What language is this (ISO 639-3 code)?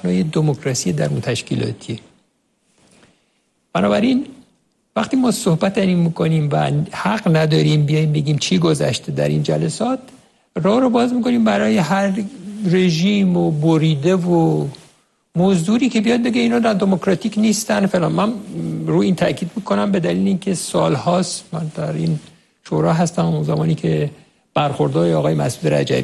fas